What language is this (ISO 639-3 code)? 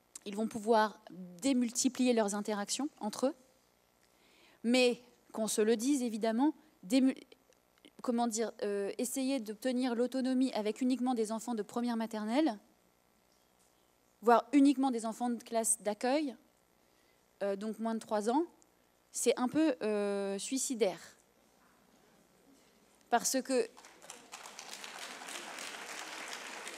fra